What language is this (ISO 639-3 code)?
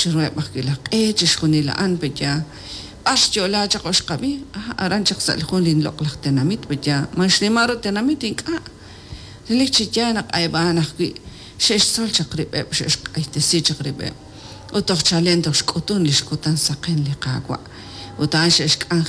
kek